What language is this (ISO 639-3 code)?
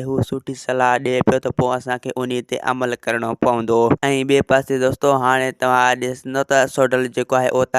snd